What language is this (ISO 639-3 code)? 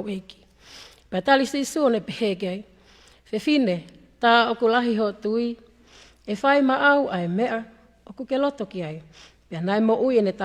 ton